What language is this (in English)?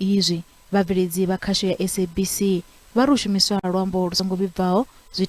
Venda